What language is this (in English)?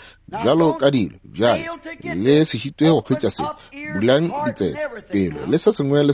Northern Sotho